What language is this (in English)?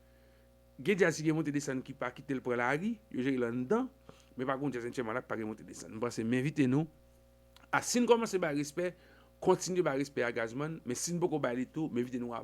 Haitian Creole